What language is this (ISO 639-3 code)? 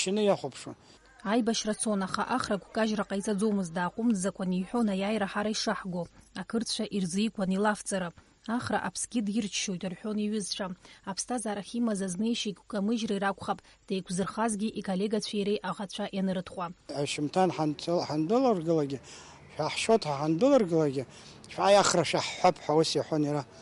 abk